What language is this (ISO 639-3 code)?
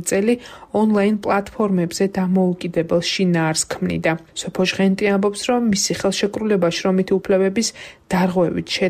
kat